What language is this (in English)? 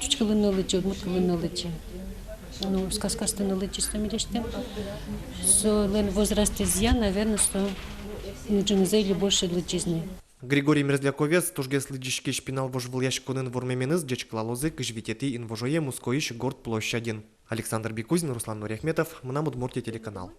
Udmurt